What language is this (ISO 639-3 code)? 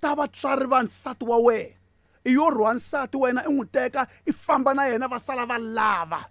tso